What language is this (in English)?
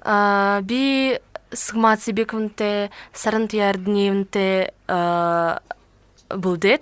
Buriat